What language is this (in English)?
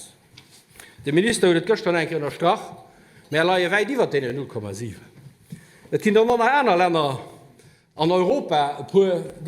Luxembourgish